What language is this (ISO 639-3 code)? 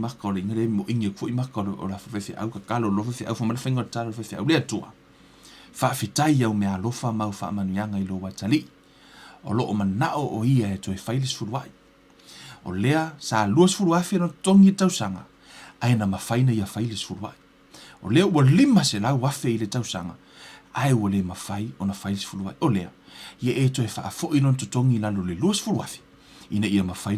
smo